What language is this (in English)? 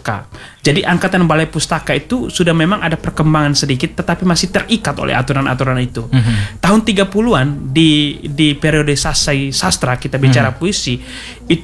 Indonesian